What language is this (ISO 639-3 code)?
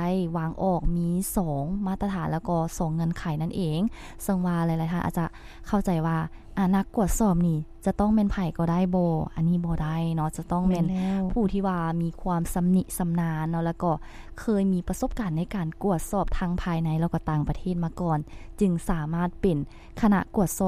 lao